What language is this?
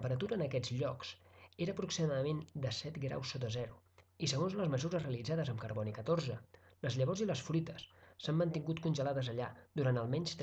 Catalan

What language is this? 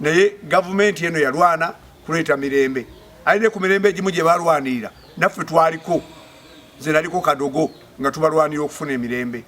Ganda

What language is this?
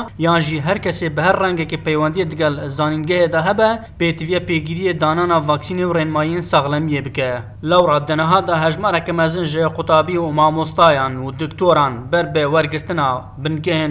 Kurdish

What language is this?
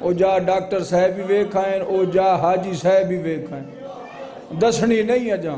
Saraiki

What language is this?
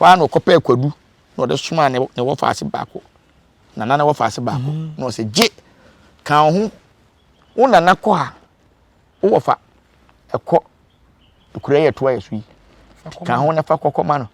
Akan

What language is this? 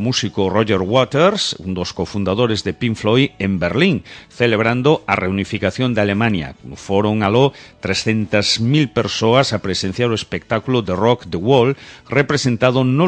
Galician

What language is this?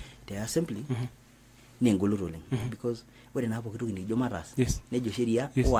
Masai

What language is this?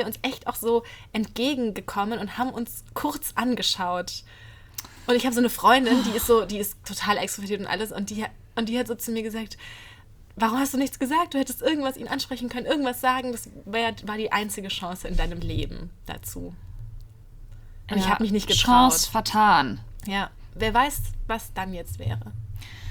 German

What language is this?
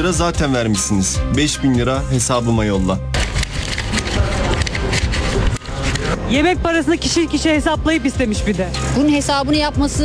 Turkish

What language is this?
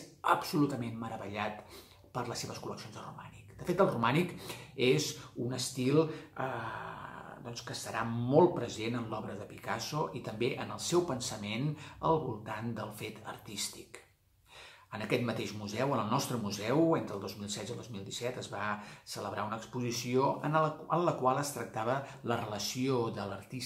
Catalan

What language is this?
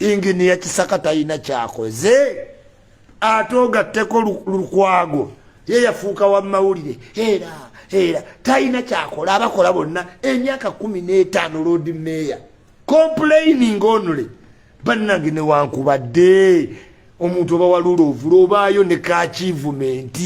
Ganda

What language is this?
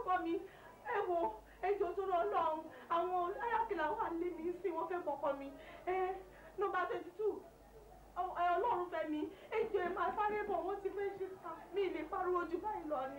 Yoruba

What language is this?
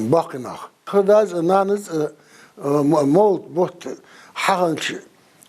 Ingush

